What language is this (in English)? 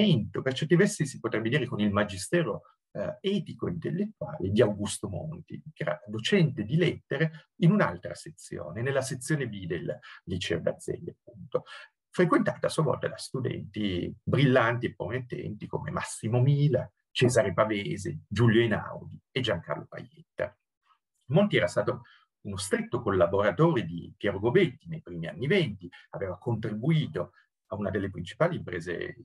Italian